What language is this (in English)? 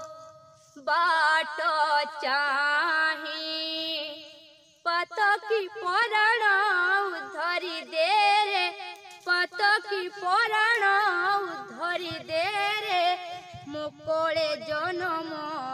Odia